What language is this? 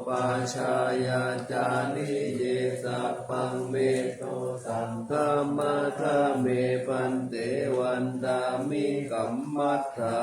Pali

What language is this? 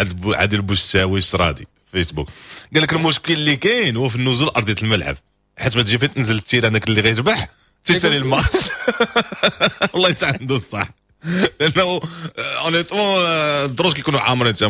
Moroccan Arabic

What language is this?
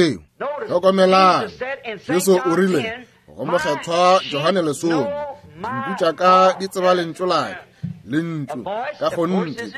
Northern Sotho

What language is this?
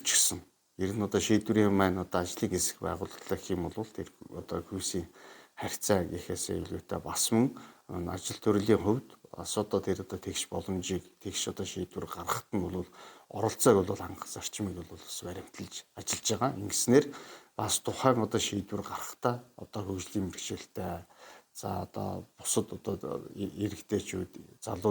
Mongolian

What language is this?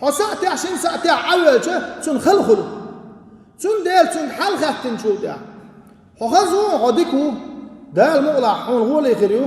Chechen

